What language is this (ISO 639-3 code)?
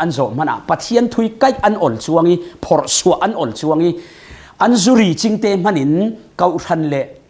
cfm